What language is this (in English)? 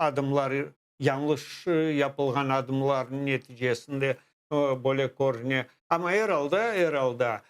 Crimean Tatar